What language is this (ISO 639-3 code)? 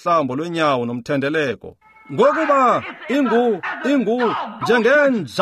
xho